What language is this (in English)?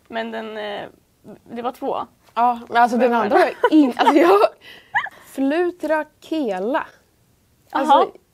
Swedish